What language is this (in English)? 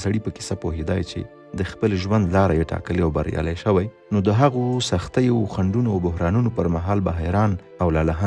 Pashto